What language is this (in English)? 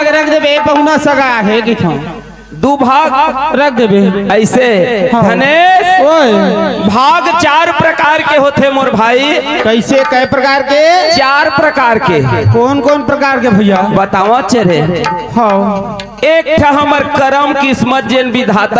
Chhattisgarhi